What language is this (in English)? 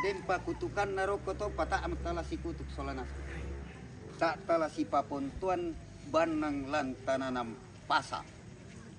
Toraja-Sa'dan